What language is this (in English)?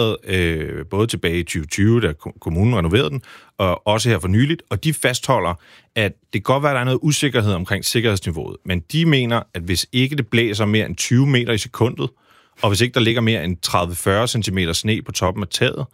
Danish